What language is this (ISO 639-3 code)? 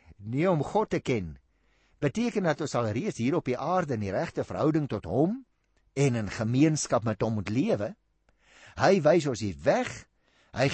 afr